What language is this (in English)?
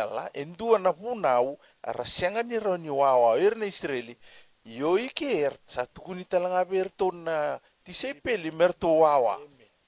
Fijian